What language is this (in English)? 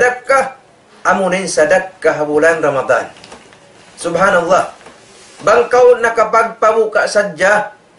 Tausug